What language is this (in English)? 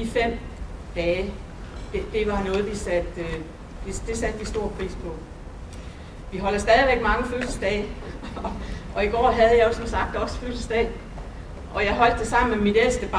Danish